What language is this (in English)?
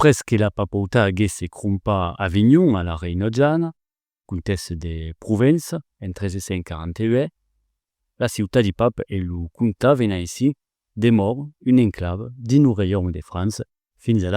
Occitan